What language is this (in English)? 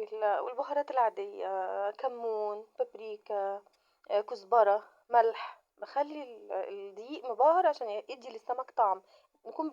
Egyptian Arabic